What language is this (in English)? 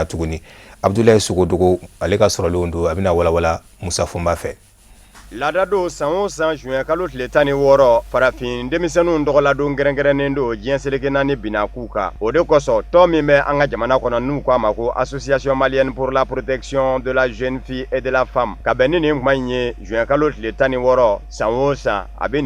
Bambara